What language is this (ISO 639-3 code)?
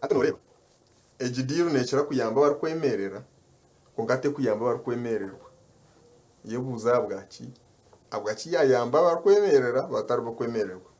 nyn